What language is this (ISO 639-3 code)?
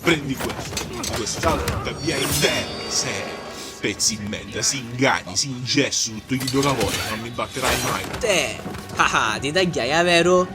scn